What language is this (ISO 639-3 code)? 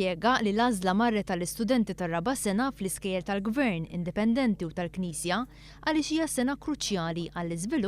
mlt